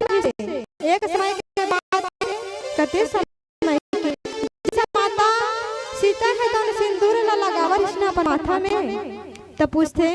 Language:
Chhattisgarhi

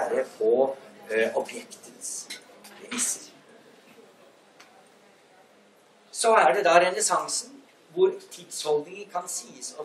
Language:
Norwegian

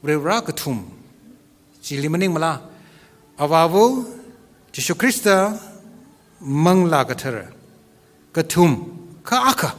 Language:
Tangkhul Naga (India)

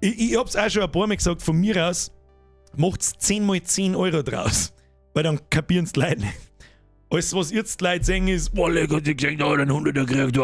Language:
Bavarian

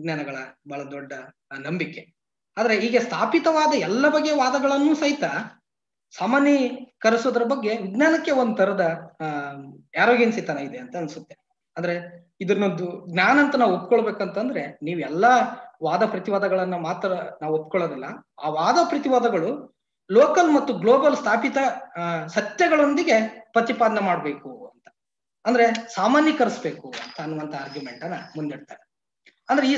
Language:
Kannada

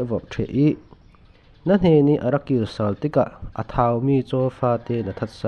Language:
Falam Chin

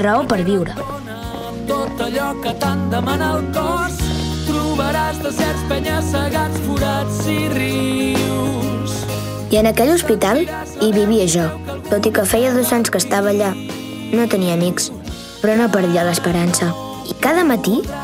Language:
Catalan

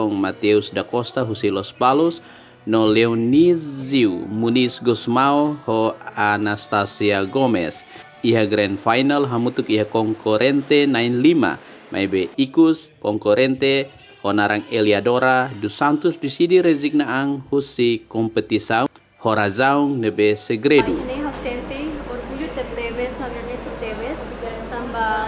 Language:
Tetum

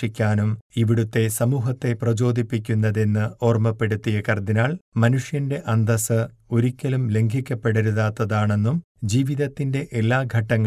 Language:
Malayalam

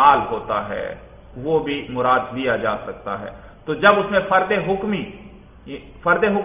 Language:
Urdu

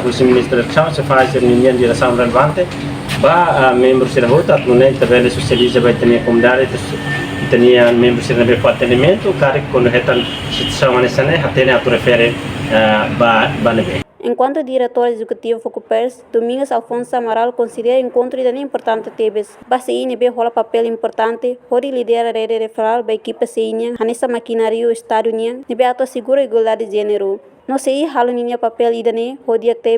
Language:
Tetum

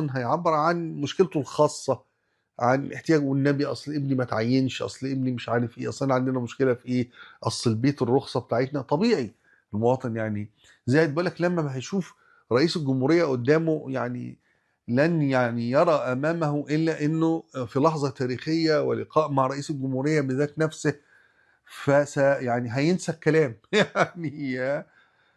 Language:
Egyptian Arabic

